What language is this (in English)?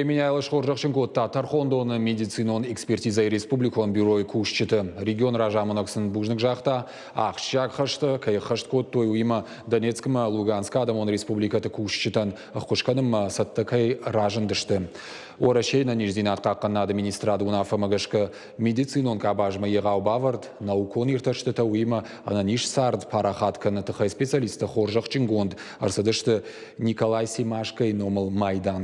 Ossetic